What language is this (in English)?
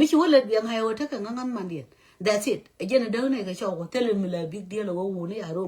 Nuer